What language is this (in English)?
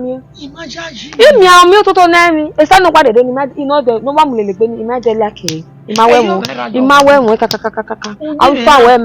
Bini